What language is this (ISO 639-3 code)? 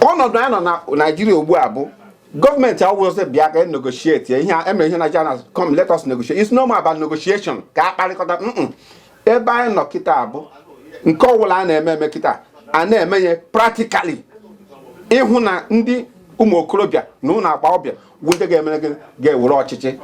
ibo